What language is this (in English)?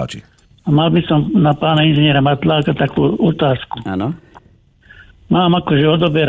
Slovak